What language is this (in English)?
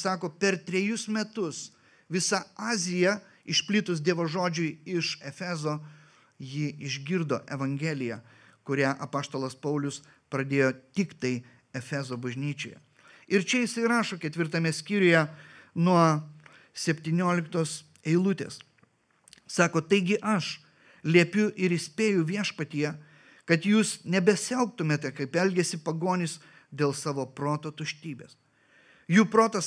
Lithuanian